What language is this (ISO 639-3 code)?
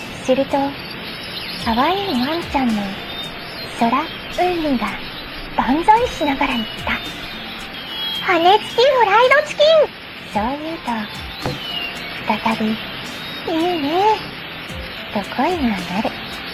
jpn